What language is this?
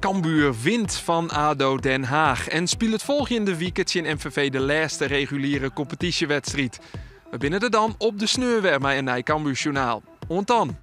Western Frisian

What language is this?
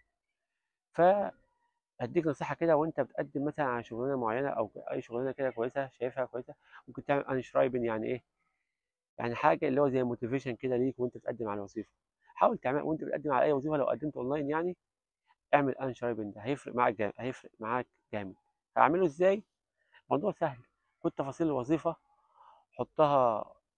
Egyptian Arabic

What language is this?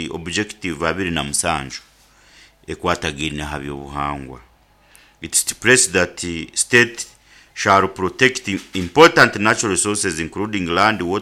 Nyoro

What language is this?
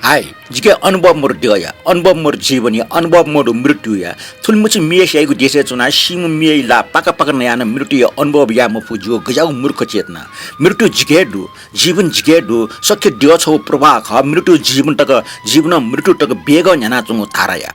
Newari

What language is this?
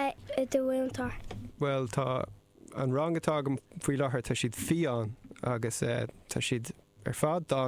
Irish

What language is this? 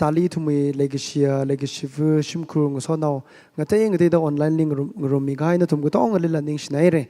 Tangkhul Naga (India)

